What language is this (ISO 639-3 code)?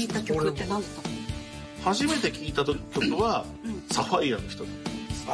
jpn